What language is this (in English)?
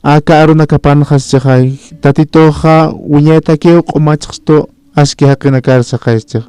Aymara